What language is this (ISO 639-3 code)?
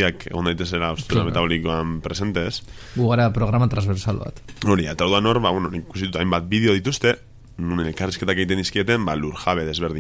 eus